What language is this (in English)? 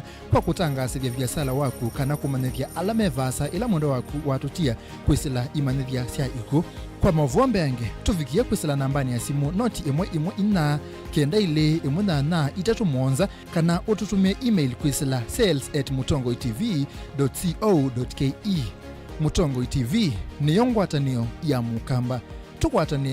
Kamba